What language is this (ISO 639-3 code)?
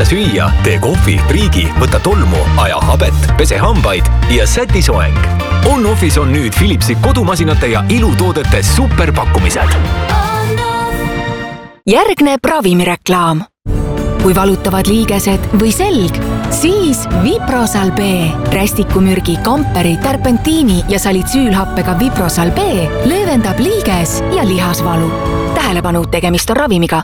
est